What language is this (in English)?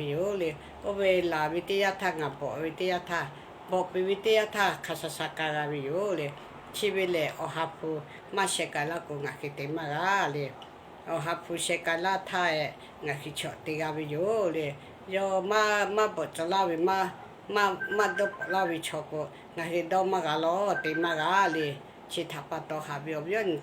Lahu